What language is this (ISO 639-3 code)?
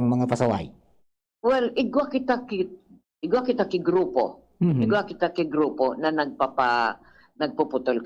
bik